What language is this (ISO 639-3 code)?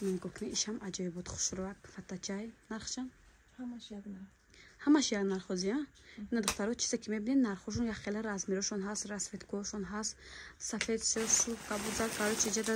tgk